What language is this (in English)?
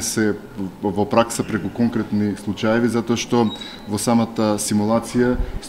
Macedonian